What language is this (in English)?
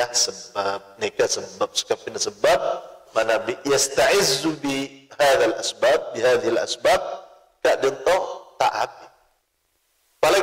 Madurese